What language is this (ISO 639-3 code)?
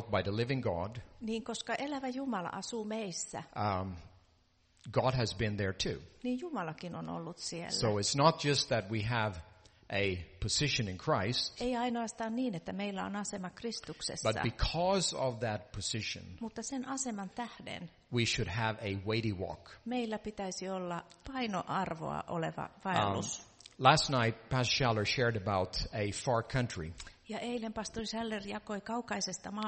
fin